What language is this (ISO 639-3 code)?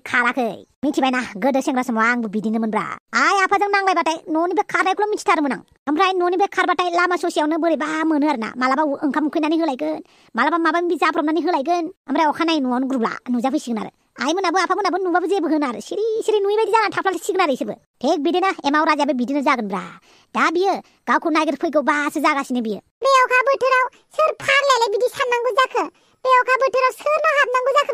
brx